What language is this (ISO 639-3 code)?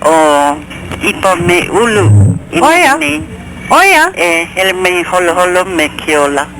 haw